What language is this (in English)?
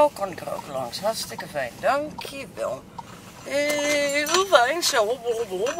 Dutch